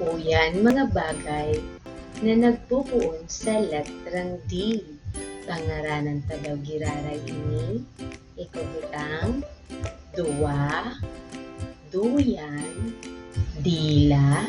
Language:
Bikol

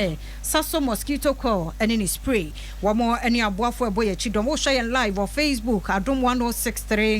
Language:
Akan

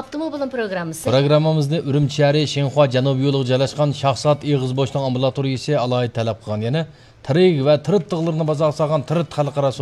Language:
Uyghur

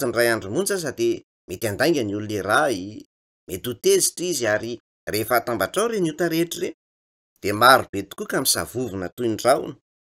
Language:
Malagasy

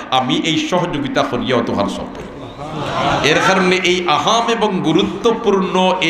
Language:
Sylheti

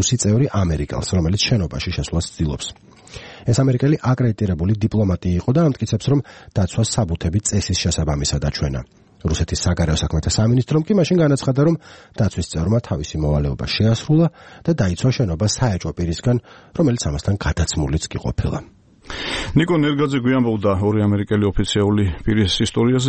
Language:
Georgian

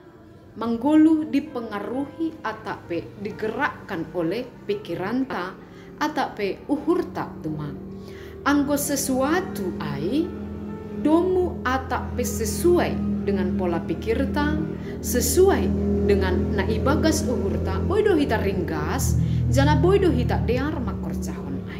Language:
Batak Simalungun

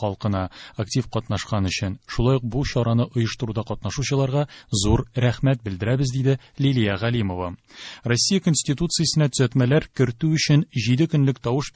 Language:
Tatar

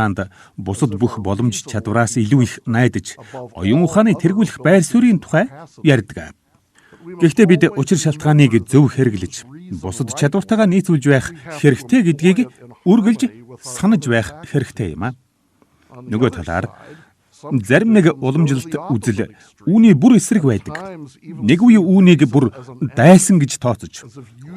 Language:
Mongolian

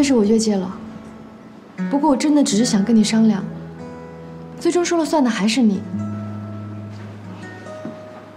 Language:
Chinese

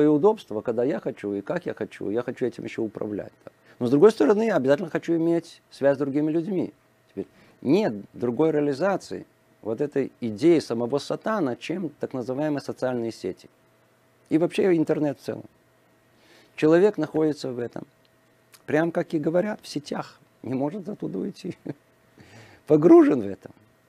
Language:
Russian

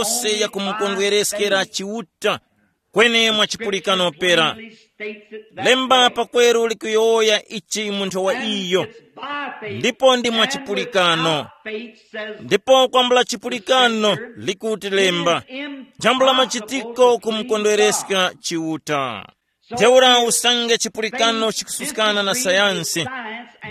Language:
Tumbuka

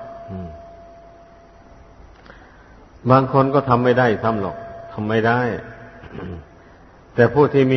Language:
Thai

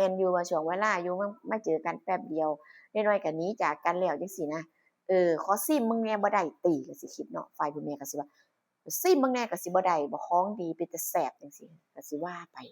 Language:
Northeastern Thai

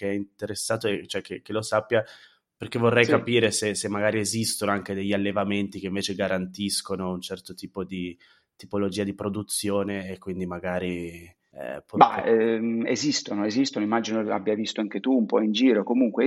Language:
Italian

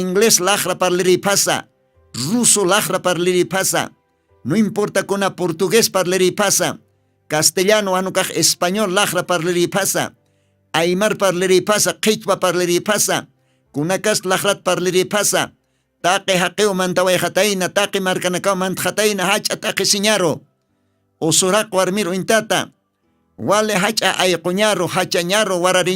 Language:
Aymara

